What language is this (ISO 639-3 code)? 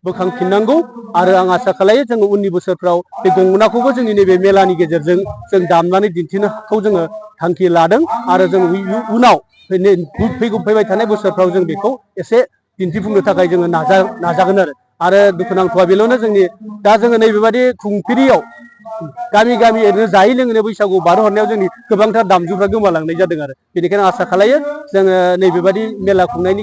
brx